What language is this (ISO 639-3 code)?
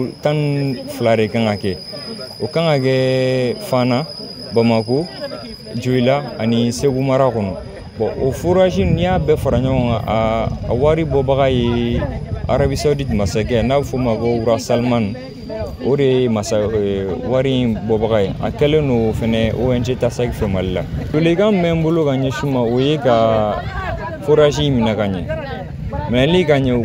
bam